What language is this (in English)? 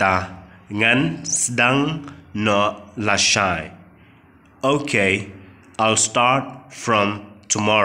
Khasi